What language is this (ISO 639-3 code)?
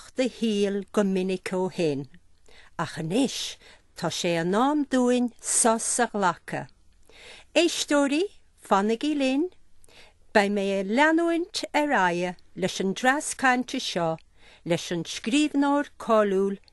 gle